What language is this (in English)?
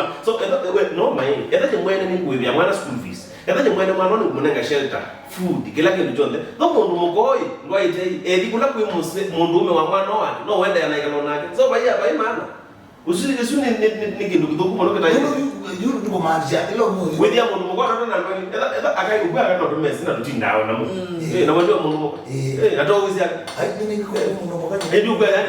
Kamba